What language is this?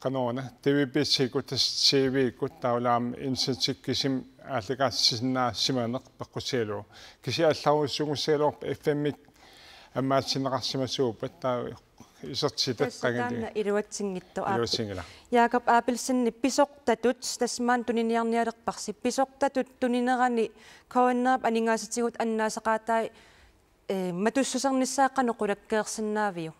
Kalaallisut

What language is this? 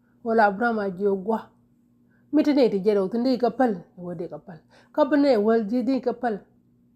Nuer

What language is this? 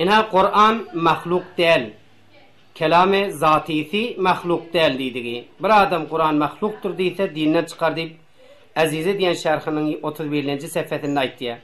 Turkmen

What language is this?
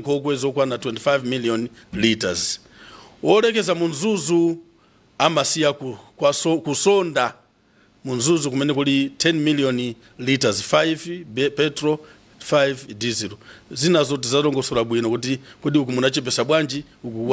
Nyanja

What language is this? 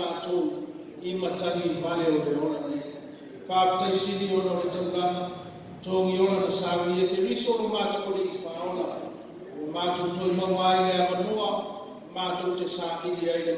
Samoan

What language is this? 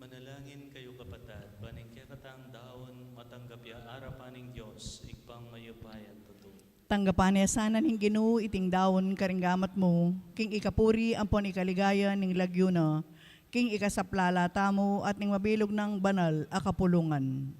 Pampanga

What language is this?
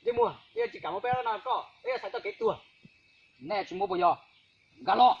Hmong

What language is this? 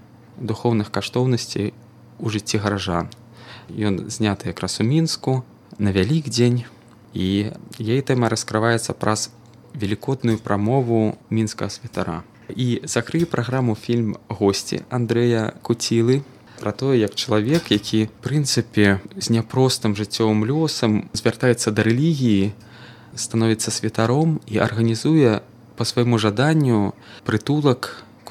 Belarusian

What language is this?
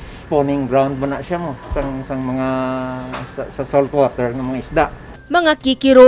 Hiligaynon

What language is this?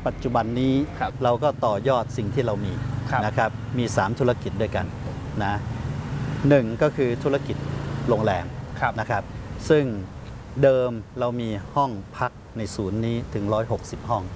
Thai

